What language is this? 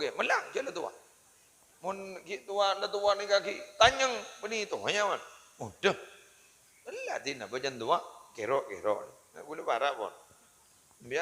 Madurese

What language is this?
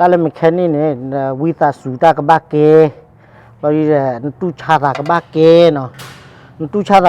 S'gaw Karen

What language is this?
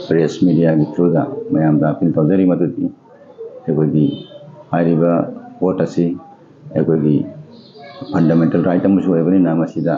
Manipuri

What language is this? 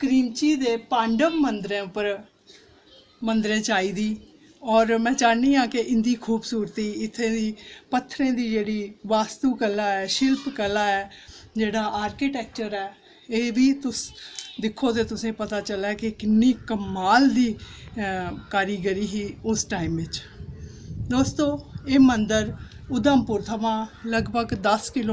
Dogri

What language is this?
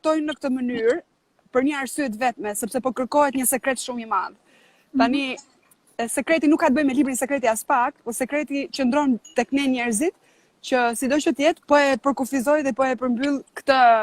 Albanian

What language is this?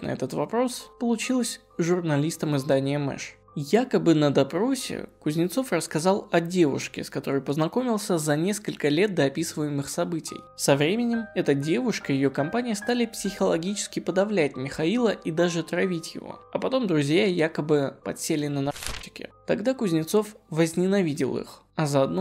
Russian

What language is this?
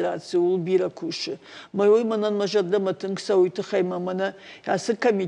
Ossetic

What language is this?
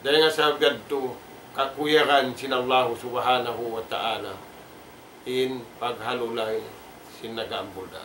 Tausug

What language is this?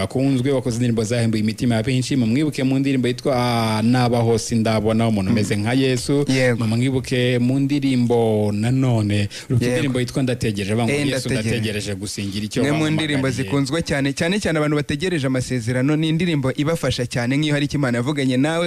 Kinyarwanda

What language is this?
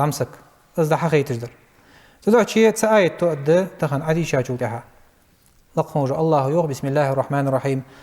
Ingush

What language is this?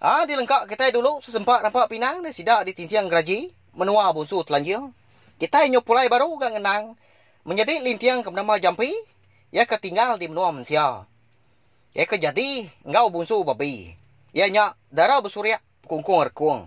Iban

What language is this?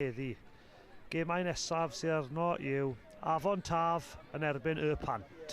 Welsh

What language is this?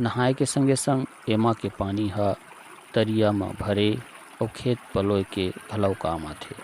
Chhattisgarhi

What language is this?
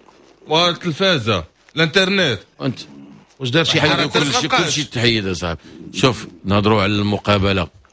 Moroccan Arabic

